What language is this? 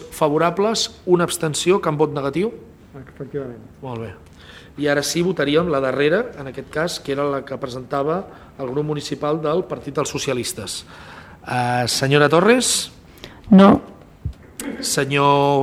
Catalan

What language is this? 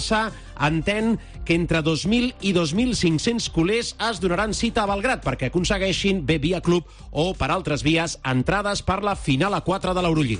Catalan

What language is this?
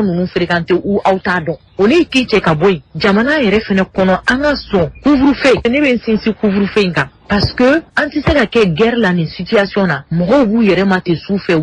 Bambara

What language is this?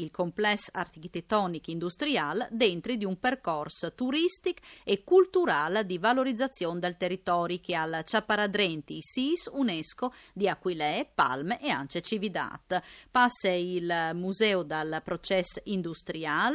Friulian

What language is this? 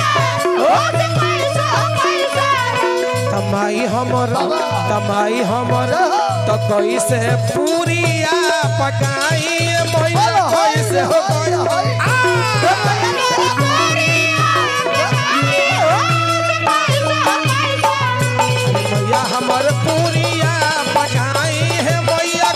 Bhojpuri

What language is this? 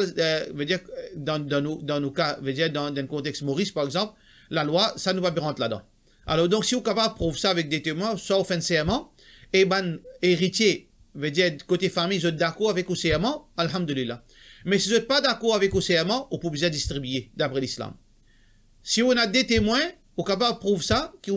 Morisyen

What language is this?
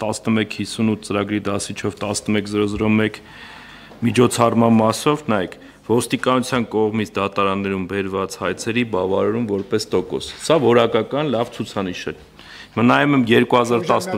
Armenian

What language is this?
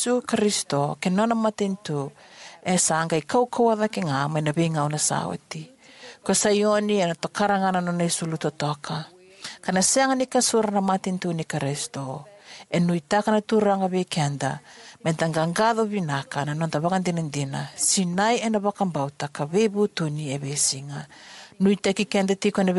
Fijian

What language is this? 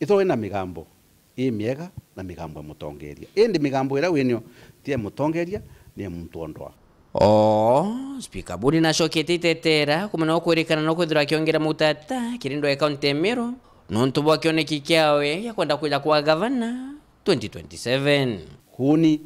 Meru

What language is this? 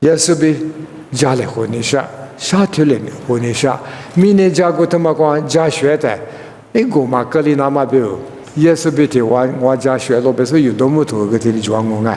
Lisu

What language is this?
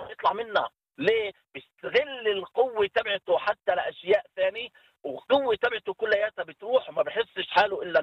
North Levantine Arabic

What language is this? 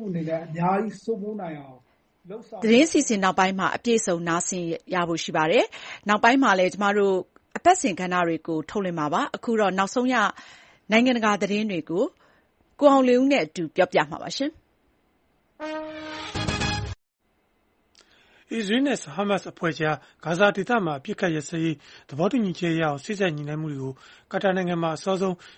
Burmese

